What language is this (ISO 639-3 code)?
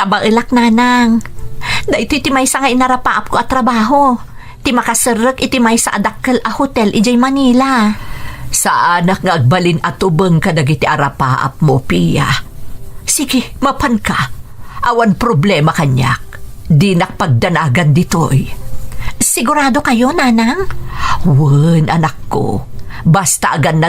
ilo